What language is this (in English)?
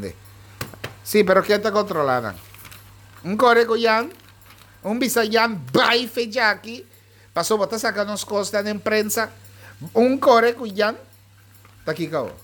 Papiamento